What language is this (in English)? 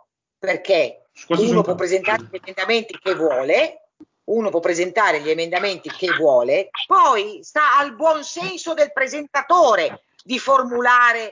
Italian